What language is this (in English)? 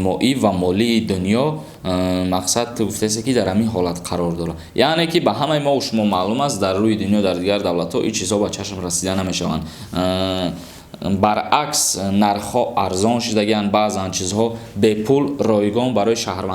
Tajik